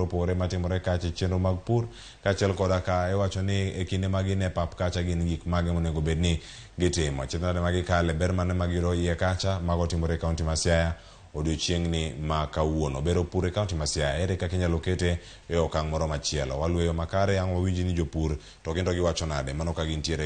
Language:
Luo (Kenya and Tanzania)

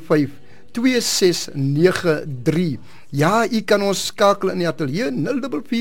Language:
Afrikaans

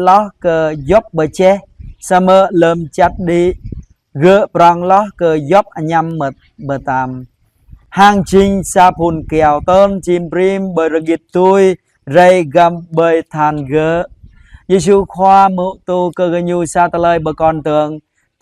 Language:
Jarai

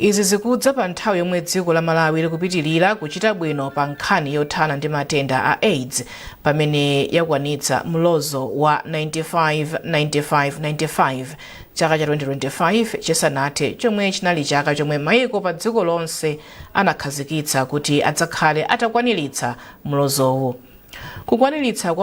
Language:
Nyanja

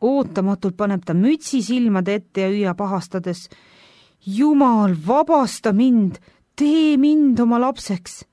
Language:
Estonian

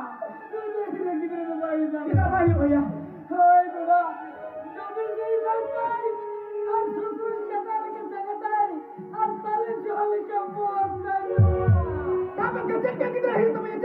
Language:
Santali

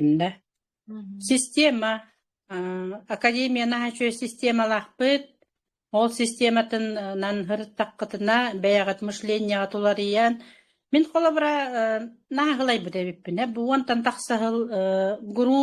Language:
Yakut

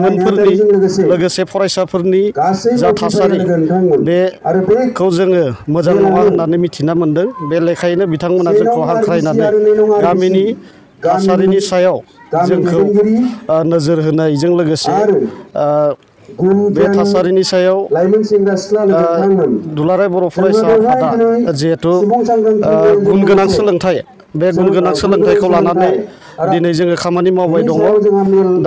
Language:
Bodo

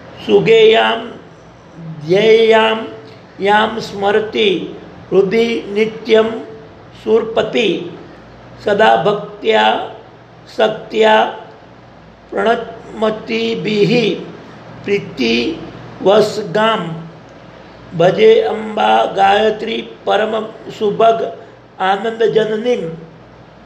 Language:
Gujarati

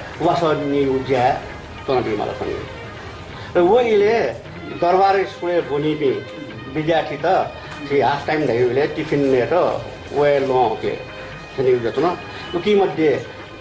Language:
Newari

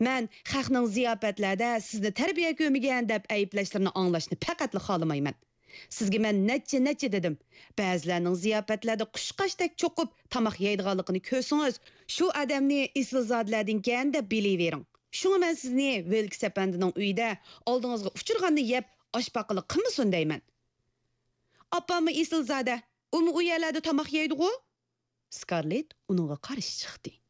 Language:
Uyghur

